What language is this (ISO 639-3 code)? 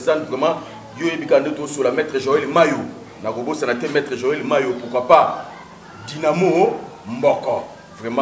lin